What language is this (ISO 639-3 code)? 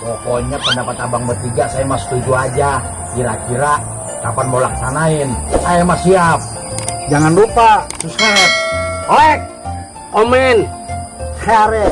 bew